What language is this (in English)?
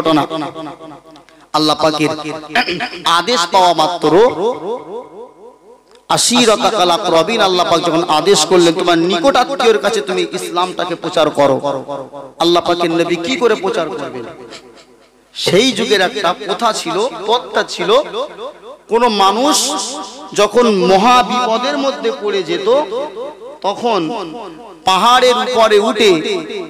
Bangla